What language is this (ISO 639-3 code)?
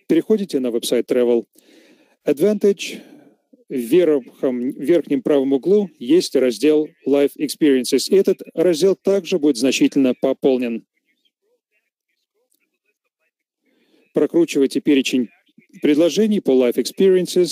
rus